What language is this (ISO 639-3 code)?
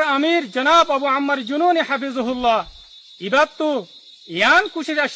rhg